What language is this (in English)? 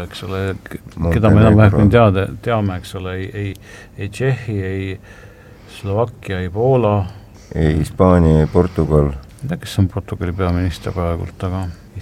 Estonian